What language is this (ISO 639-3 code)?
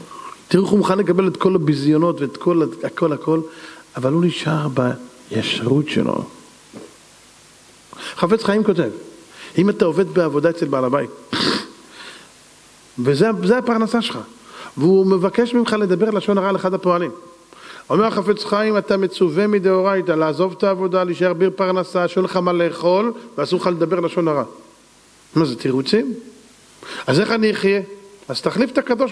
heb